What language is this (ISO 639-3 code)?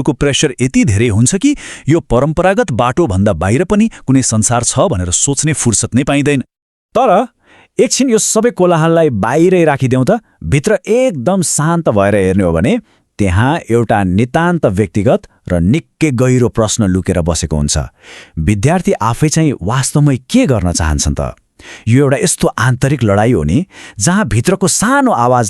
nep